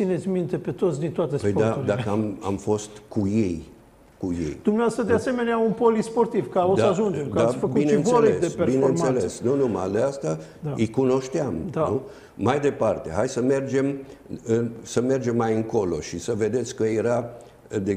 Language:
Romanian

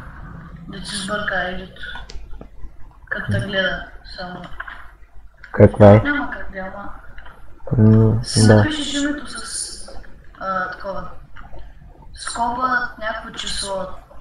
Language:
Bulgarian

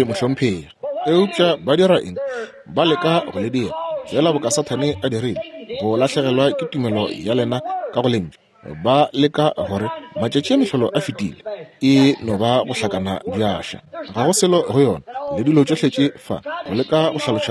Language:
Northern Sotho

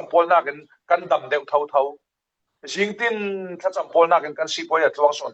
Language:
Falam Chin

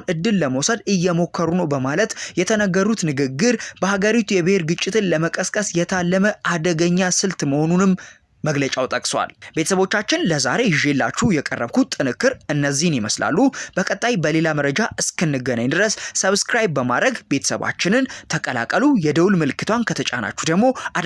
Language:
Amharic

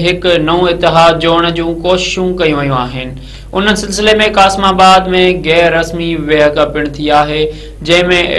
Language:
Sindhi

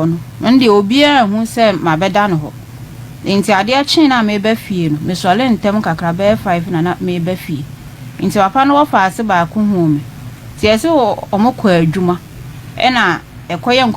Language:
Akan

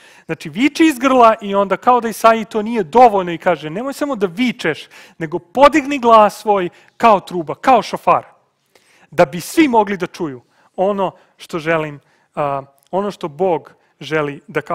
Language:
Serbian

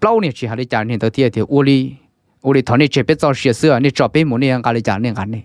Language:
Hmong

